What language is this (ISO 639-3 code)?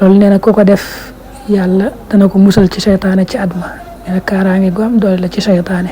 wol